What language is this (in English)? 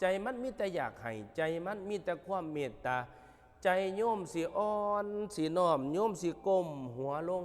Northeastern Thai